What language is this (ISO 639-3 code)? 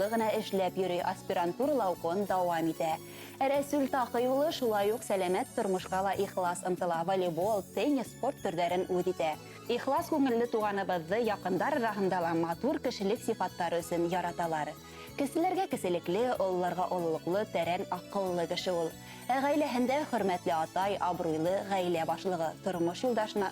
bak